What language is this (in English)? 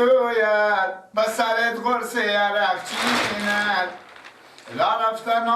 Persian